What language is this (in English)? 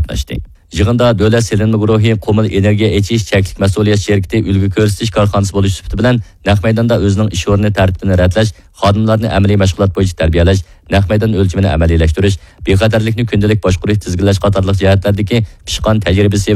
Uyghur